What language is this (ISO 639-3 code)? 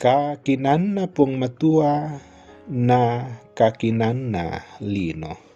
sda